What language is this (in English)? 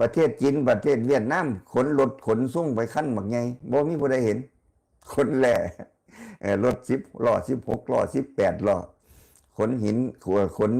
Northeastern Thai